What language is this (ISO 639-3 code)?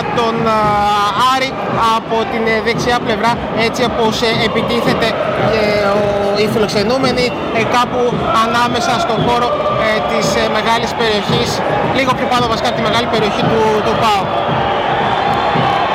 ell